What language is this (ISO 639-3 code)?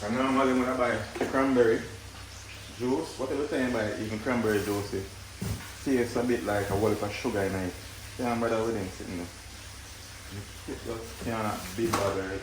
jam